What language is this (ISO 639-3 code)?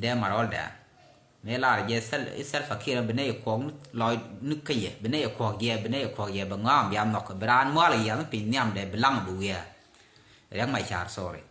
nus